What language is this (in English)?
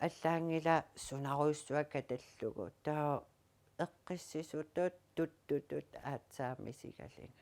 Kalaallisut